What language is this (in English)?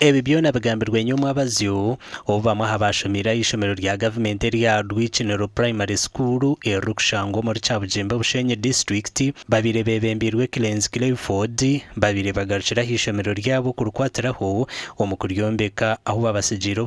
Nyankole